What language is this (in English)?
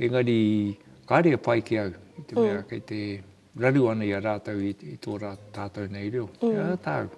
Māori